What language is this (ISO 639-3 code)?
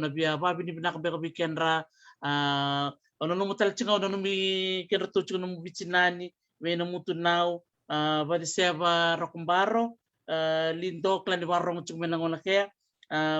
fij